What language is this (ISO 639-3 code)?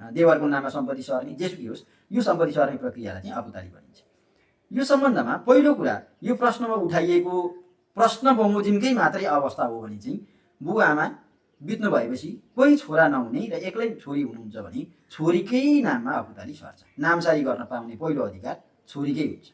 nep